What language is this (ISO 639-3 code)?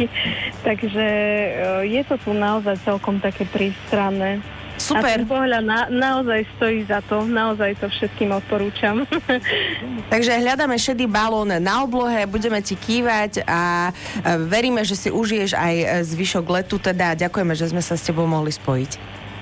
slk